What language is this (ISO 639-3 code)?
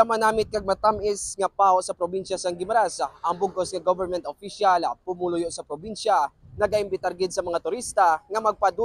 hil